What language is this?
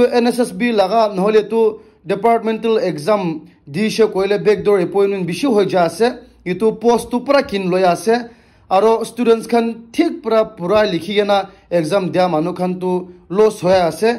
Naga Pidgin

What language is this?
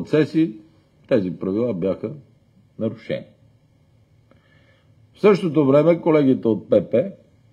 Bulgarian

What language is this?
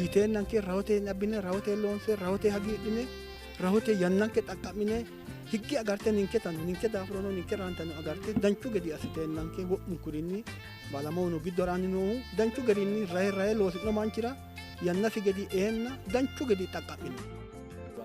Sidamo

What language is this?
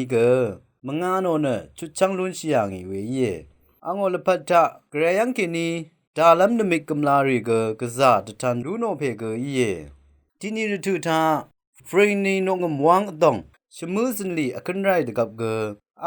Rawang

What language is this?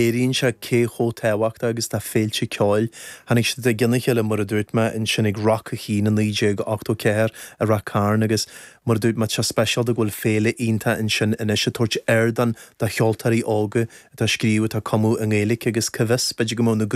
Irish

